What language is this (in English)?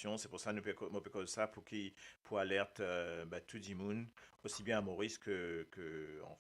Morisyen